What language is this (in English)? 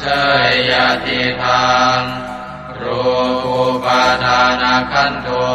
Pali